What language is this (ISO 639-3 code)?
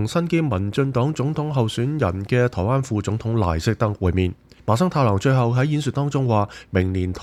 yue